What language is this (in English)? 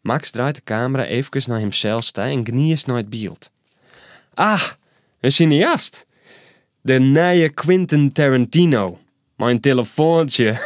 Western Frisian